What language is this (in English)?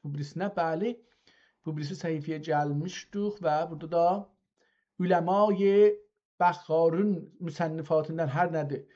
South Azerbaijani